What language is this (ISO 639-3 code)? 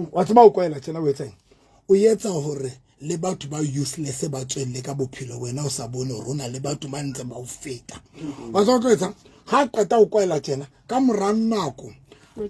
sot